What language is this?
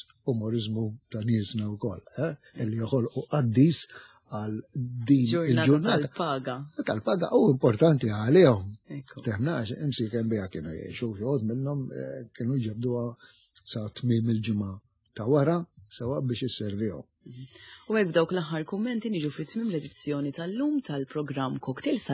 Maltese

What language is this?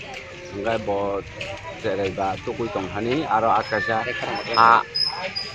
Kok Borok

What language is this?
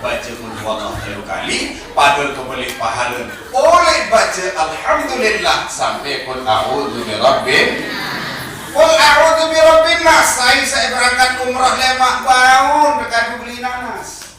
Sasak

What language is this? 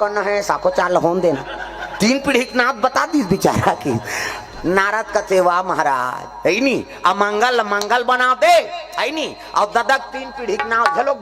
Chhattisgarhi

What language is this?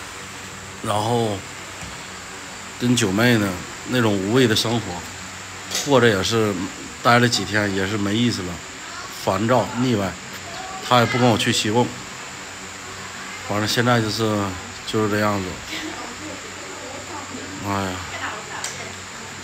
Chinese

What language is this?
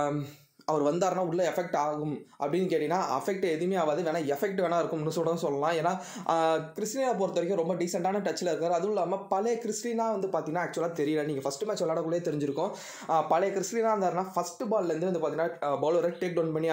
Tamil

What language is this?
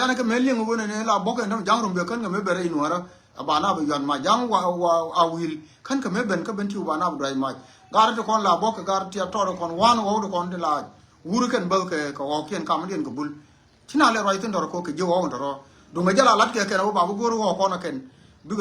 Nuer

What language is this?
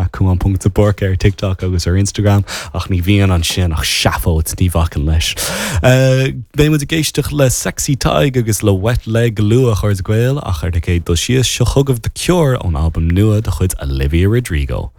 Irish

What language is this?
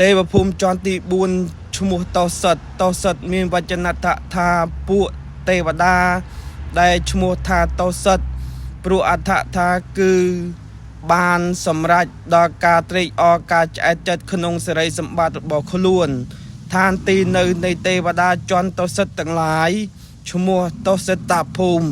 Khmer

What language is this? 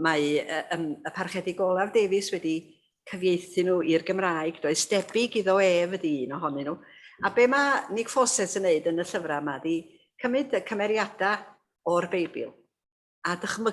Welsh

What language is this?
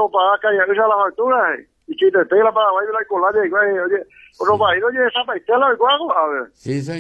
Guarani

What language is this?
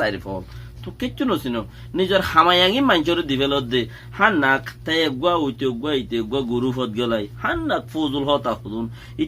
Rohingya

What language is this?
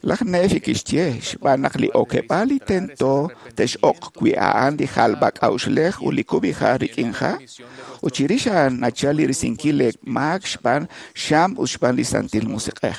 Kekchí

